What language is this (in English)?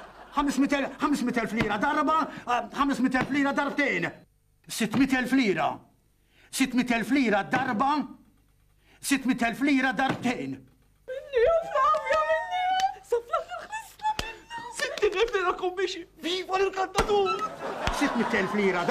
Maltese